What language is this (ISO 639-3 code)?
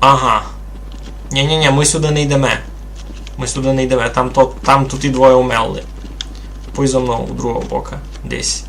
rue